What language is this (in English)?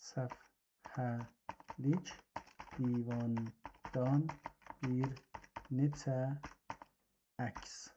South Azerbaijani